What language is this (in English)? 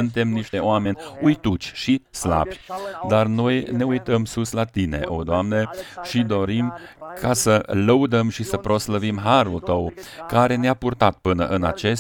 Romanian